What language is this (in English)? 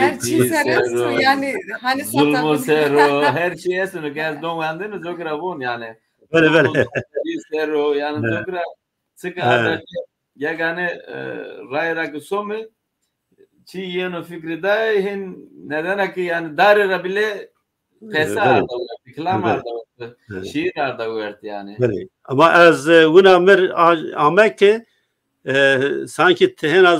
Zaza